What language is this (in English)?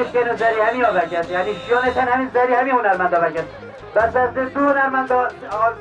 Kurdish